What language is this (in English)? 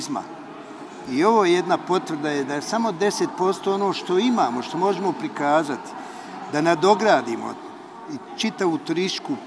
Bosnian